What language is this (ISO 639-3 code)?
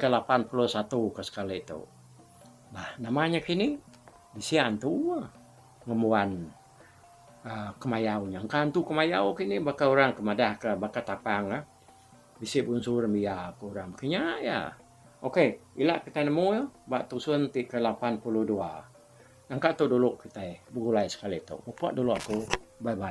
iba